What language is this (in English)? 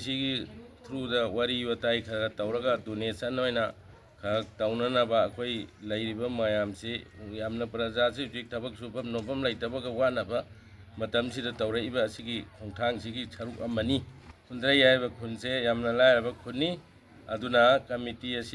Manipuri